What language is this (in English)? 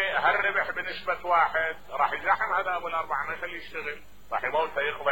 Mesopotamian Arabic